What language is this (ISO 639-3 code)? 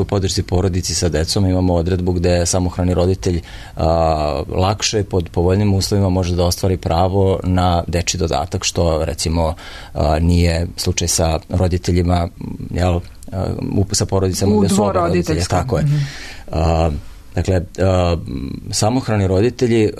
srp